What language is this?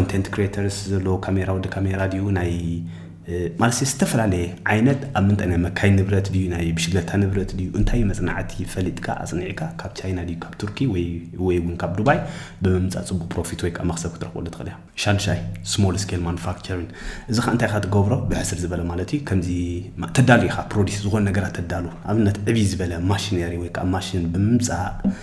Tigrinya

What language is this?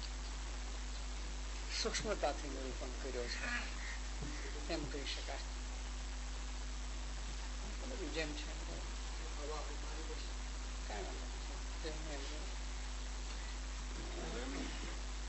Gujarati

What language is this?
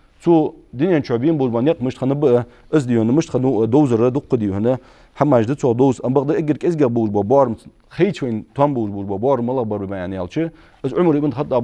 Ingush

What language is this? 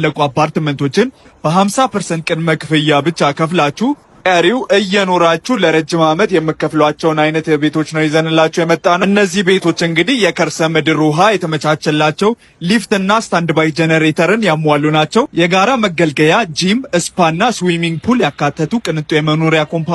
Amharic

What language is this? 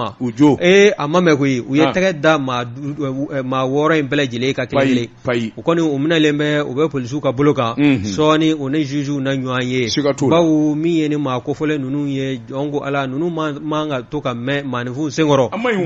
Bambara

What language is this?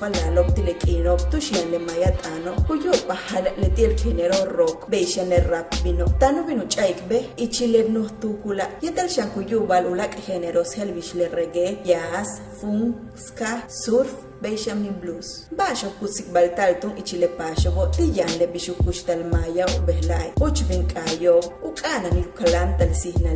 Yucateco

